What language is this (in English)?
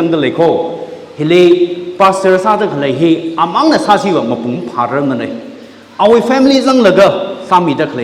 Tangkhul Naga (India)